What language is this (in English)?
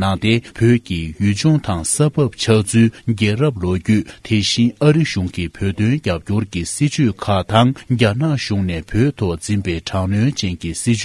Tibetan